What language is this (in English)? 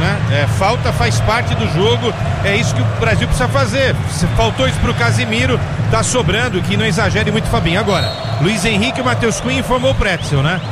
Portuguese